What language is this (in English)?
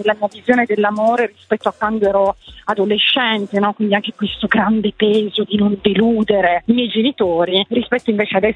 Italian